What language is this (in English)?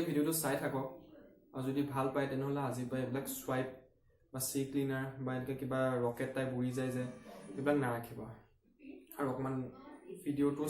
Assamese